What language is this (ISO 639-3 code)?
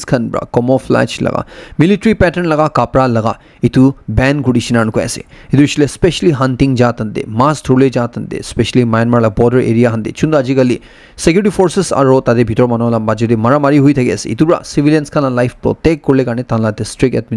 nag